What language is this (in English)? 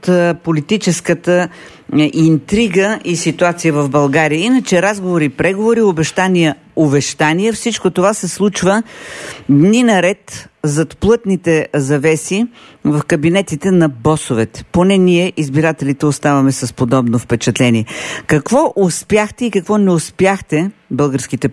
Bulgarian